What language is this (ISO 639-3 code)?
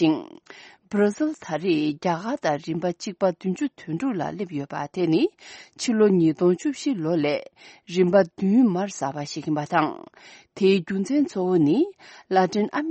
bod